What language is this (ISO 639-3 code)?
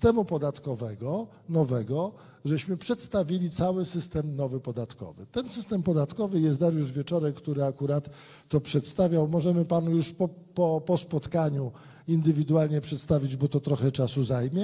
pol